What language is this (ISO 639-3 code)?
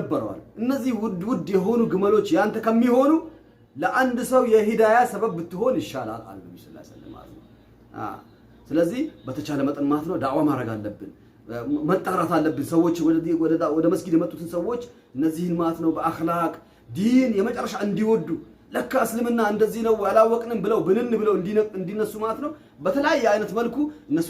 amh